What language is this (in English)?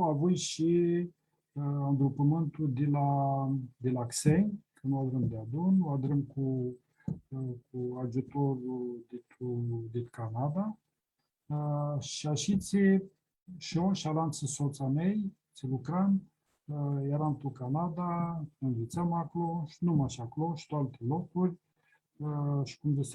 Aromanian